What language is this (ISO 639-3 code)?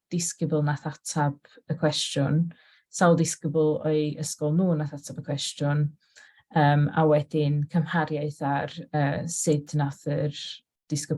cym